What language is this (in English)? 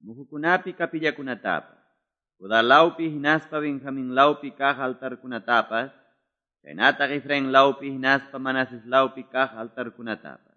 Quechua